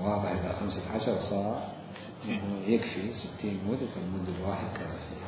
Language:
Mesopotamian Arabic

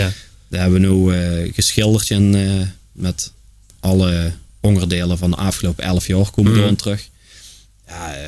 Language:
Limburgish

